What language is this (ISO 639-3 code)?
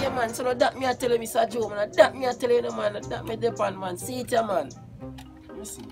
jam